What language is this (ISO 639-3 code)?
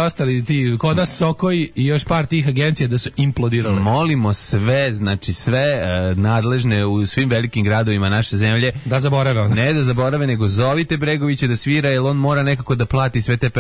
srp